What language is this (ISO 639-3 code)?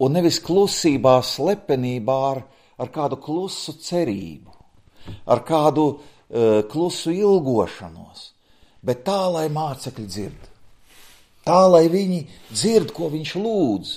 lav